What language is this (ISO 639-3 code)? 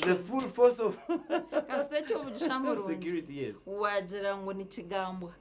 nyn